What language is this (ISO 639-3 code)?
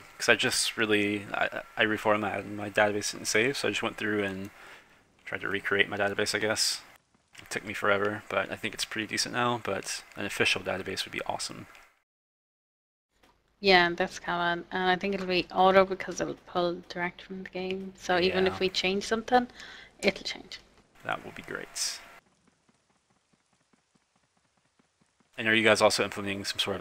eng